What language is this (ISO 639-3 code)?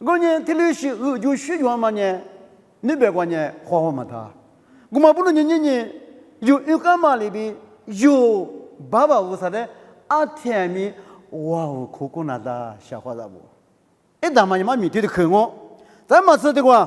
lis